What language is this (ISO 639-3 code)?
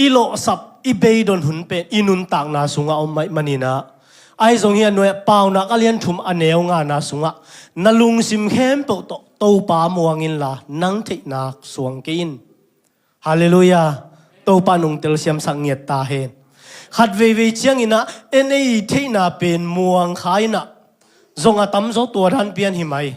ctd